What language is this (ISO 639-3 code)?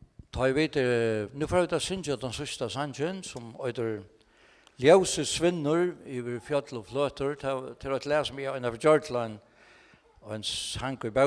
fao